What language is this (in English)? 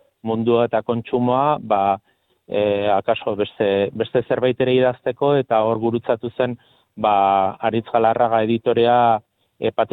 Basque